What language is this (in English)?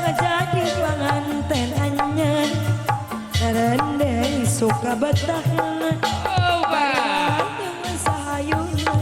Sundanese